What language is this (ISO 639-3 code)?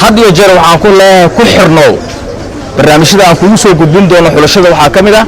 som